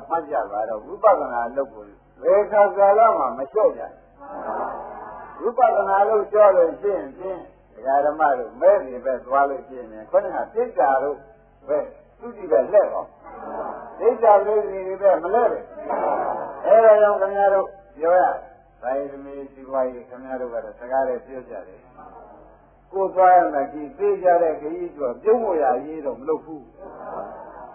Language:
Burmese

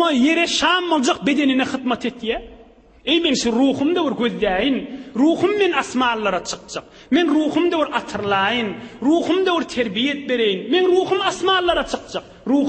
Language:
Turkmen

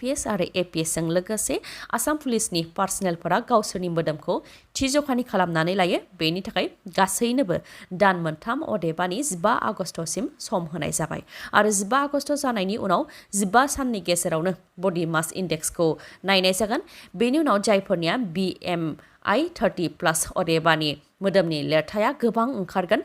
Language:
Bodo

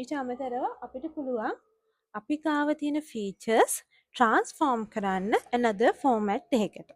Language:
Sinhala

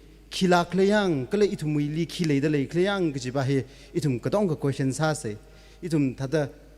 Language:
Tangkhul Naga (India)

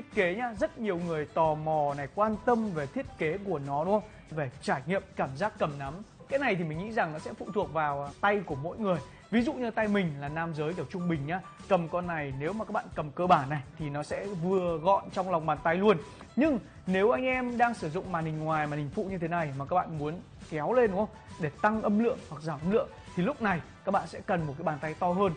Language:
Vietnamese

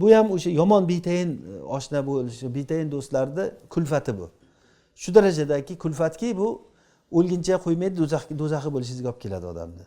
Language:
Uzbek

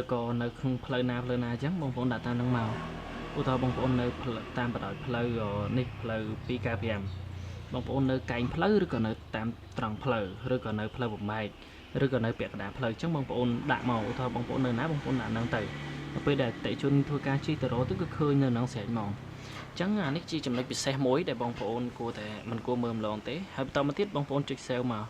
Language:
Khmer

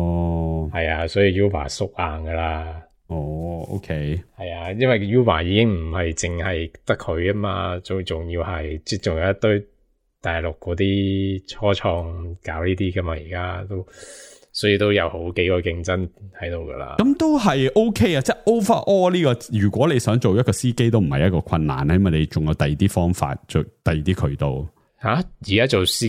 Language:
Cantonese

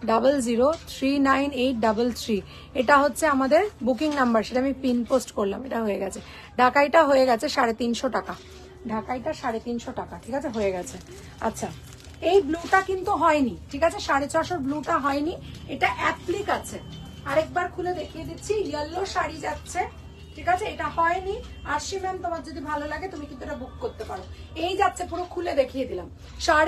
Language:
Bangla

